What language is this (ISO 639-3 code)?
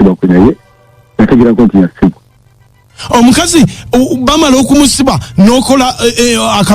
lug